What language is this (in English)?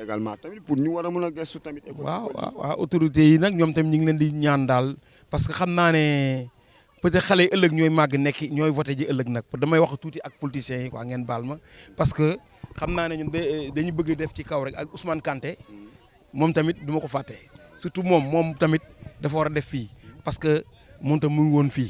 Wolof